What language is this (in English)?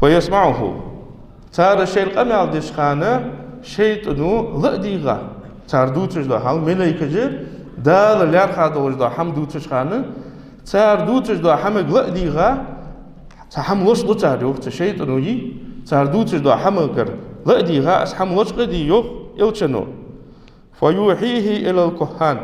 Ingush